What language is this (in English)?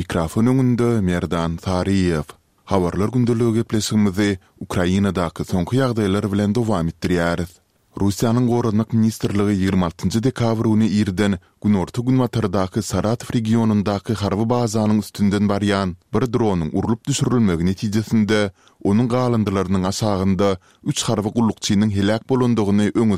Turkmen